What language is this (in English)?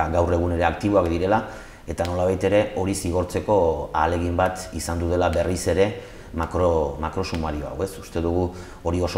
Basque